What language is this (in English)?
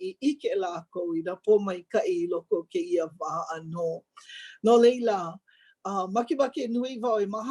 Hawaiian